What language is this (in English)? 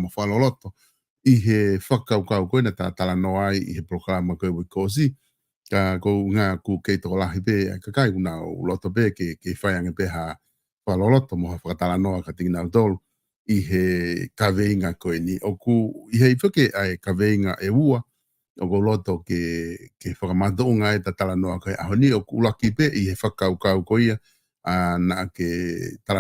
Tongan